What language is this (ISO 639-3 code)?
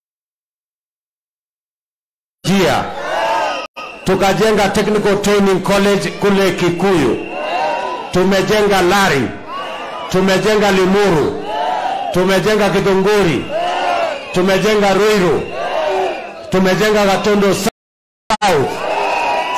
swa